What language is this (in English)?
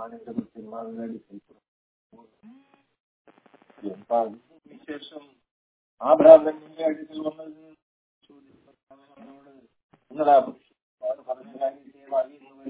Malayalam